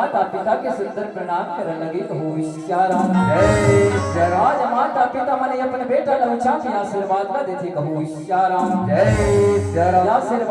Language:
Chhattisgarhi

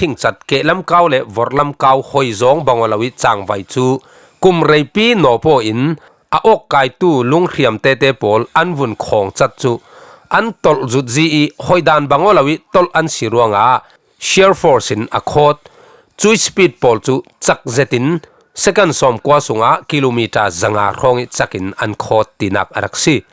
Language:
Falam Chin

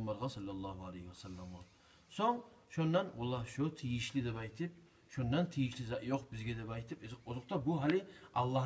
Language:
Kumyk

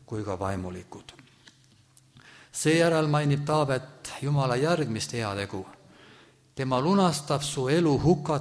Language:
Estonian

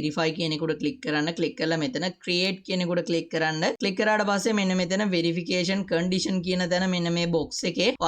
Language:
Sinhala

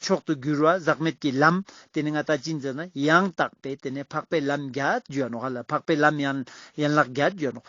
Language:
Ladakhi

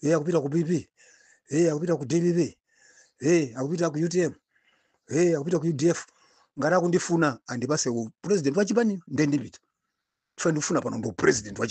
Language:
Nyanja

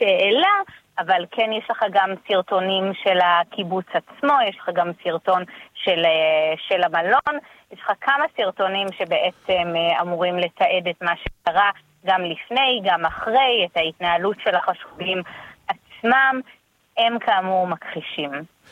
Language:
Hebrew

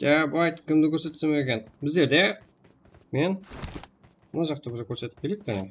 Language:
Kara-Kalpak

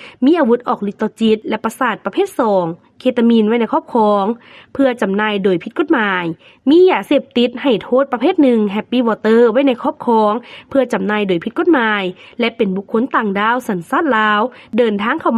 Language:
Lao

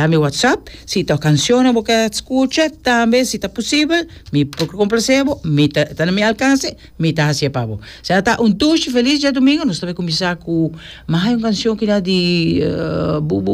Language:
Papiamento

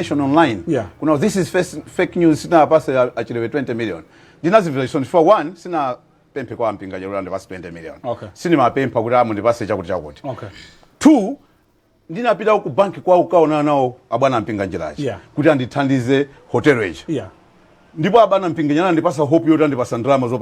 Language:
Nyanja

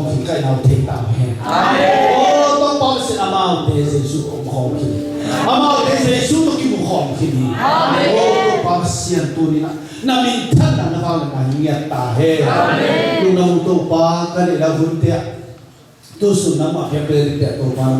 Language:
Tedim Chin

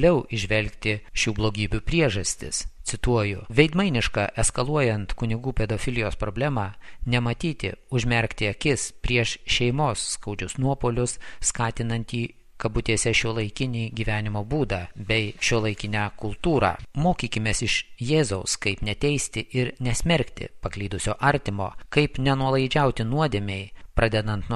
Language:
Lithuanian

